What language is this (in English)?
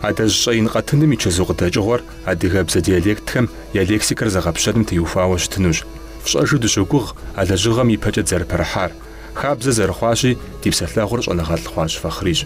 Kabardian